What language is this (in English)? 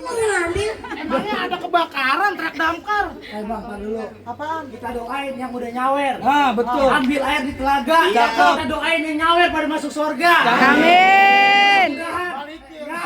Betawi